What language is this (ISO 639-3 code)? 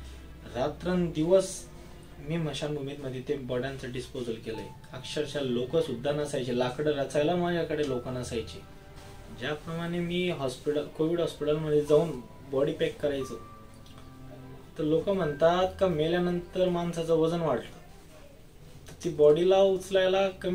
mar